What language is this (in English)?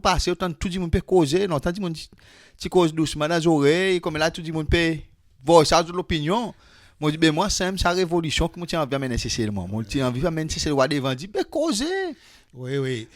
Seselwa Creole French